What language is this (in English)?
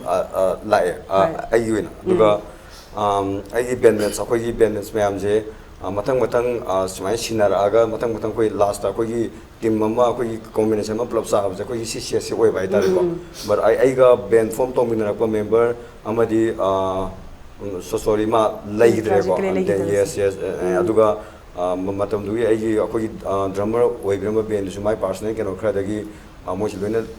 Manipuri